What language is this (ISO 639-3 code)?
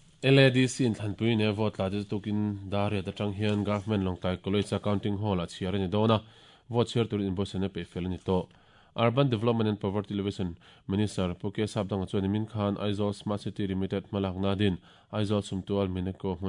lus